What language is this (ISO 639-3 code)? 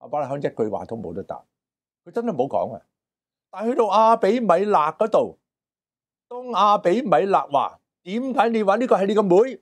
yue